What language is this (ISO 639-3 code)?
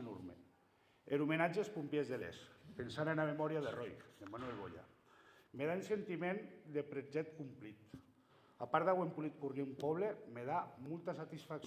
oci